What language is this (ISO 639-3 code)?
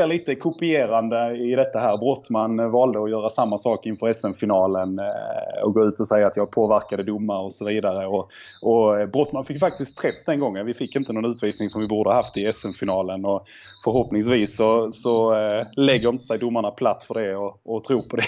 swe